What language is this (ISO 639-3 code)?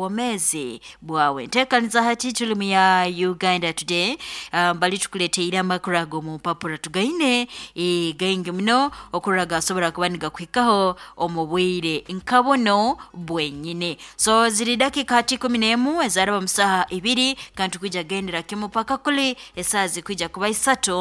nyo